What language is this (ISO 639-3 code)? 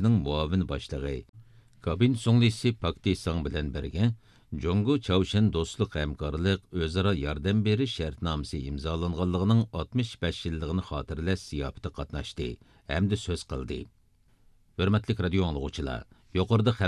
uig